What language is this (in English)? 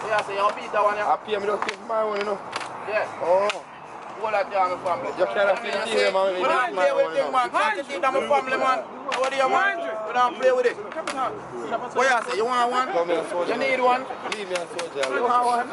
Jamaican Creole English